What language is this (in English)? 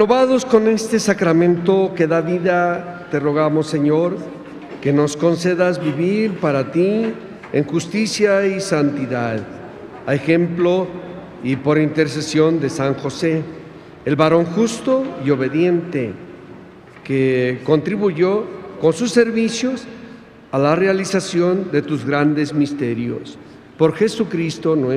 Spanish